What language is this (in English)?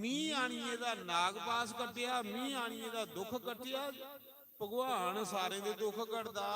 Dogri